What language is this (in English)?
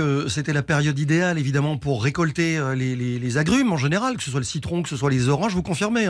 French